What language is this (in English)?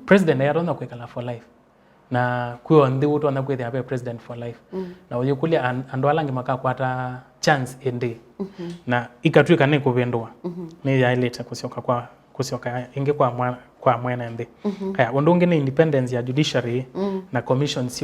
Kamba